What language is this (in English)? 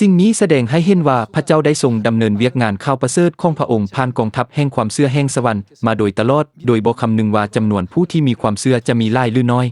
Lao